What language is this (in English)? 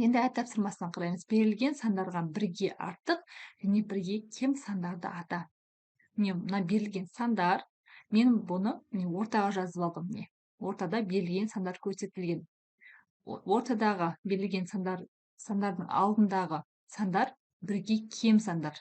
Kazakh